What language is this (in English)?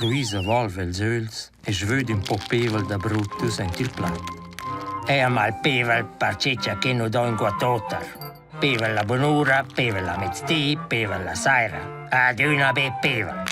Romansh